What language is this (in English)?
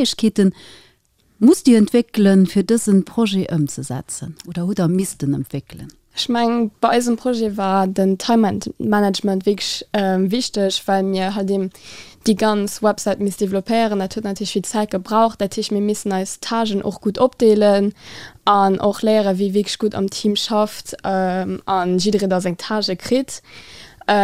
Luxembourgish